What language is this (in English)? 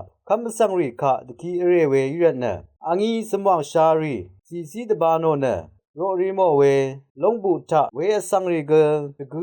Rawang